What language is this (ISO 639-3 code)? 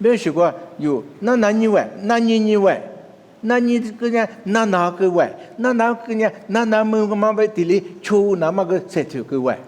lis